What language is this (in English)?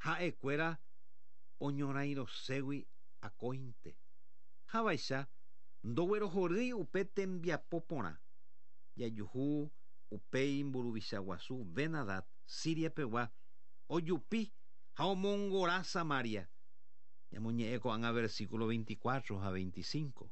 Guarani